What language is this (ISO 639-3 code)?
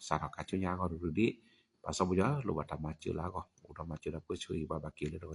ksw